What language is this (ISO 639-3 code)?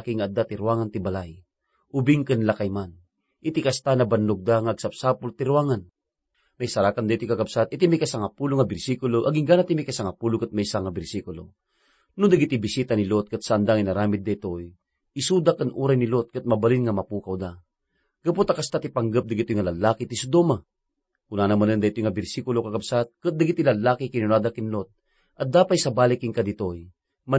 ilo